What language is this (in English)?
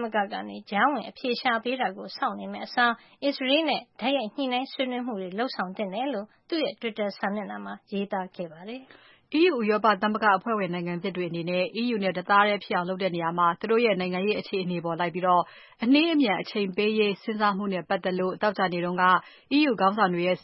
Burmese